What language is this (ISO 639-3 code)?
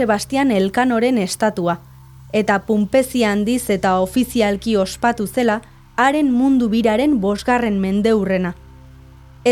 eus